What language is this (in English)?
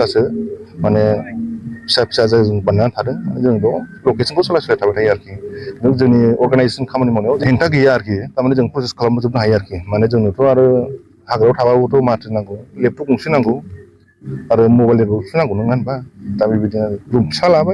Bodo